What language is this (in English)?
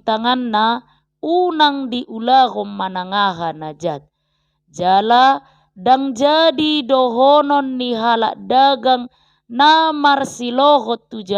Batak Toba